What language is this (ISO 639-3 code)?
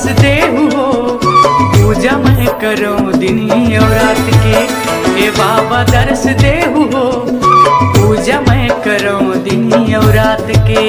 hne